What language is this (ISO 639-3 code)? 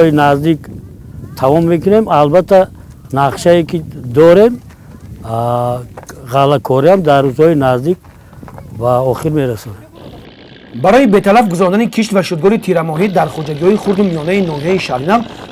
tgk